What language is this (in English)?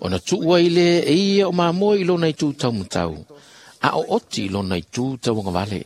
Samoan